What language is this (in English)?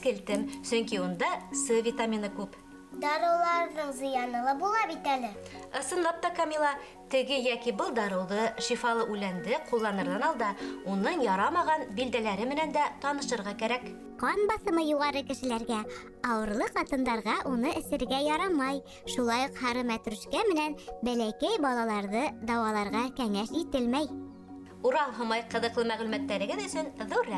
Bashkir